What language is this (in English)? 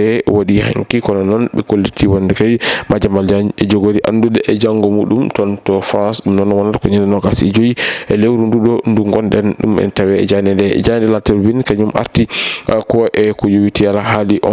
Fula